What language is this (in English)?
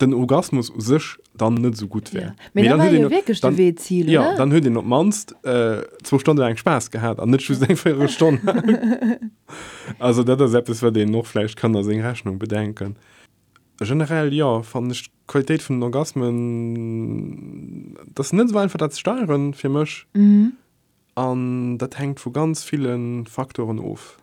Luxembourgish